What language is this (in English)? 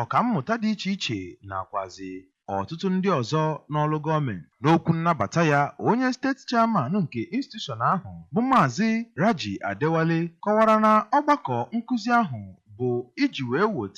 Igbo